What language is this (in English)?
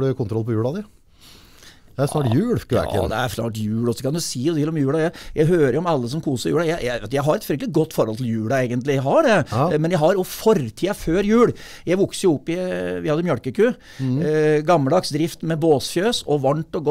Norwegian